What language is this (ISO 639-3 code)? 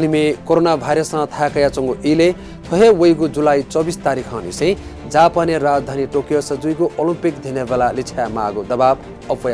new